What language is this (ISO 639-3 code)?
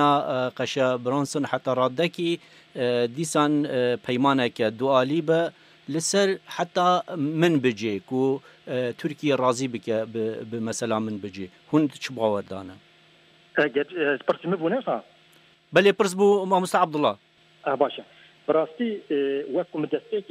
kur